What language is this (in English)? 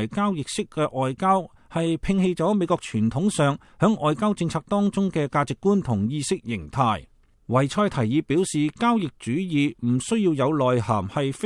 Cantonese